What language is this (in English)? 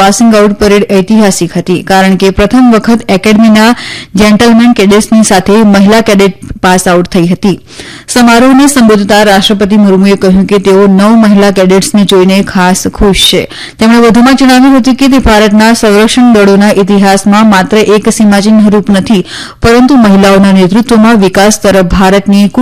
Gujarati